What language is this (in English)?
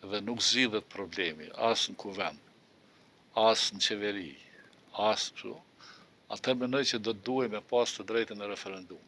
Albanian